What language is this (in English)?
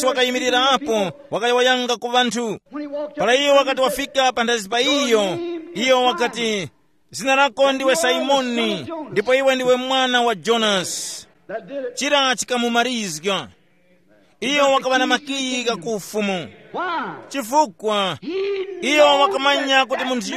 Tumbuka